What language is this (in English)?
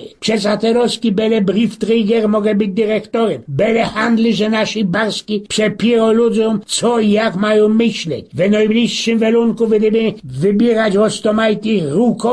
Silesian